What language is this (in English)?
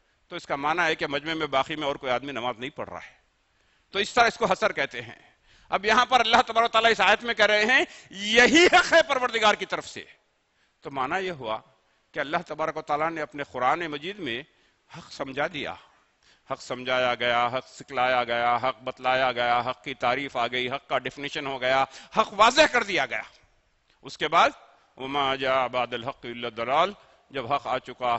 Urdu